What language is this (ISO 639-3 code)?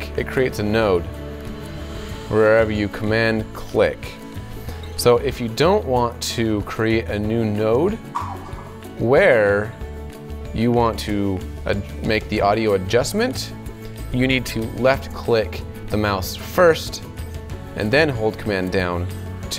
eng